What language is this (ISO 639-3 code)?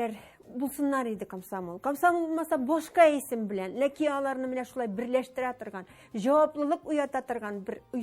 tat